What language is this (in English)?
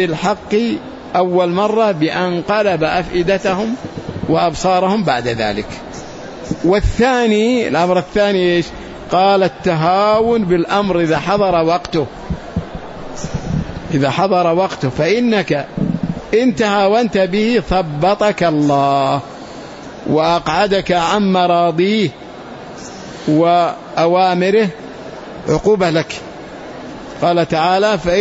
Arabic